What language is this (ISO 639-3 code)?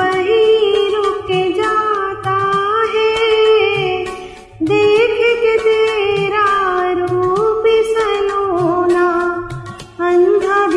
hin